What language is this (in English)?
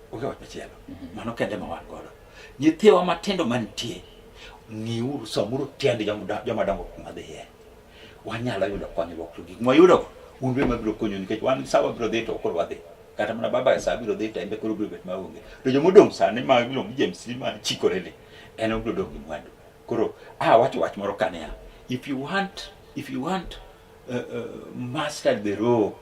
Luo (Kenya and Tanzania)